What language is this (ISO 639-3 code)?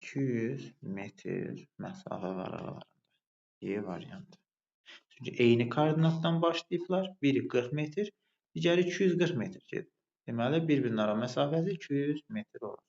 aze